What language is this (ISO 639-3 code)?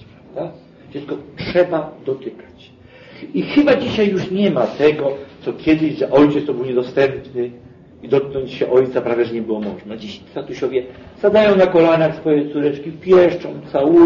pol